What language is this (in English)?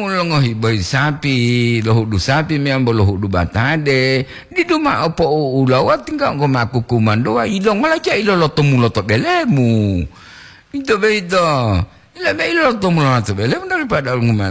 Gorontalo